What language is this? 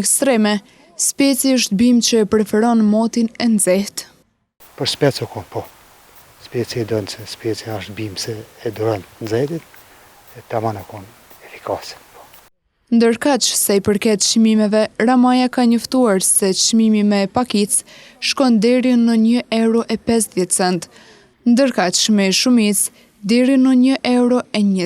Albanian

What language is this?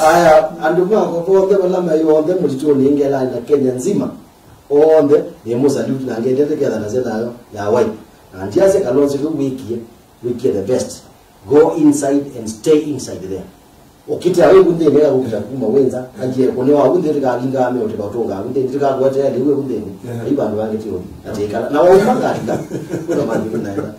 Kamba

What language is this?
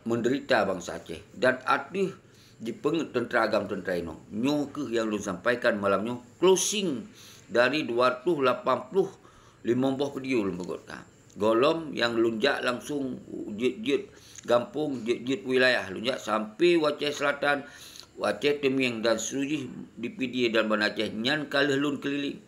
Achinese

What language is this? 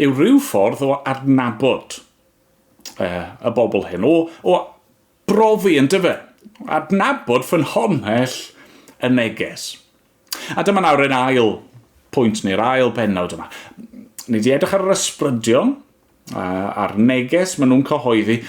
Welsh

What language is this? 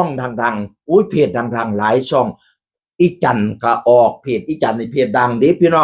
Northeastern Thai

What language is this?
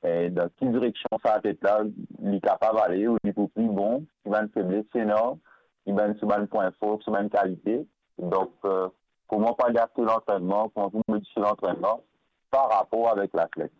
Morisyen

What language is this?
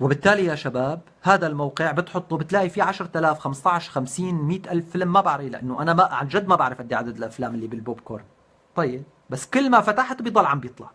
North Levantine Arabic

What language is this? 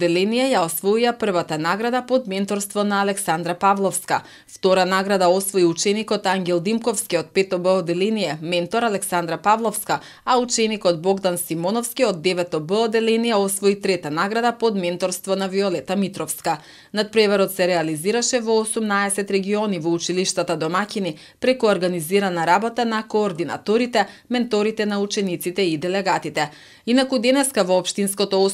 Macedonian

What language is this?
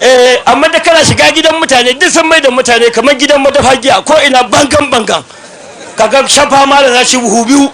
Hausa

